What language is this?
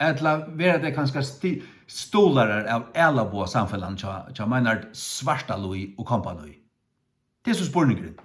Faroese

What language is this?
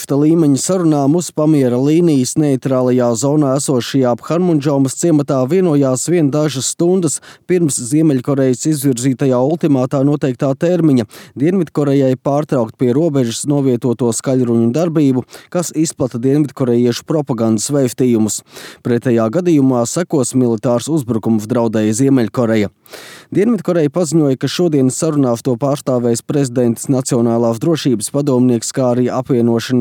Latvian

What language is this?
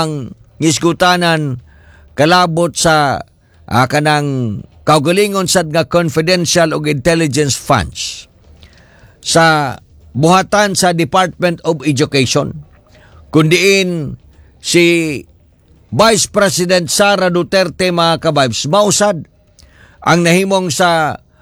Cebuano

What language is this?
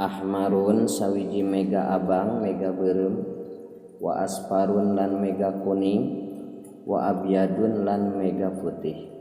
Sundanese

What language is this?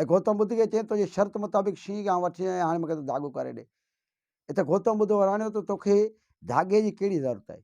Sindhi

